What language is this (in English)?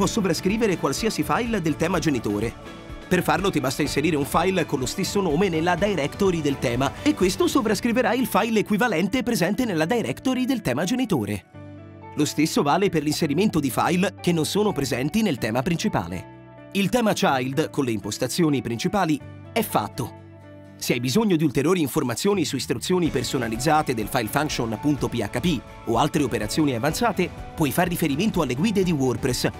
Italian